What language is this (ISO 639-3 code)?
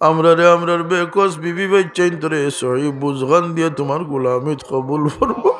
syl